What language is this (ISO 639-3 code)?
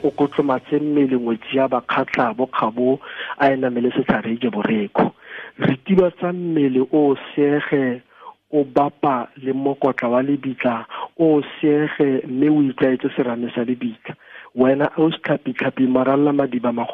tsn